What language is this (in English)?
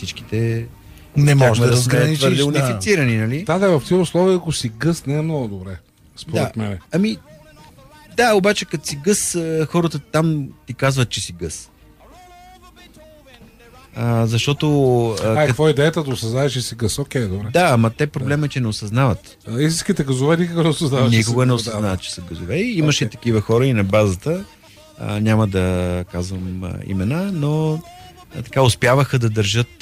Bulgarian